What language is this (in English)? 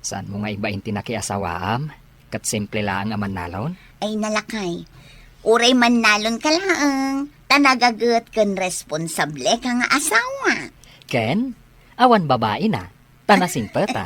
Iloko